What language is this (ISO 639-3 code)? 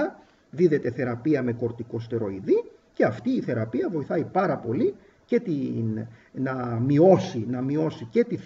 ell